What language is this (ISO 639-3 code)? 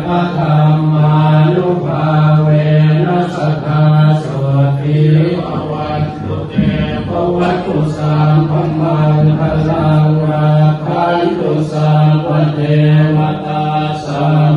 lao